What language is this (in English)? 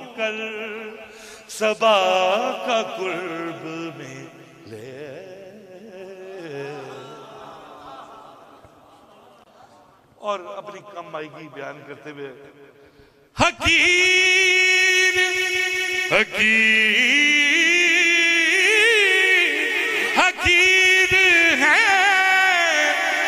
Urdu